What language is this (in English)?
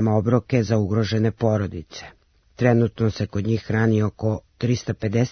Serbian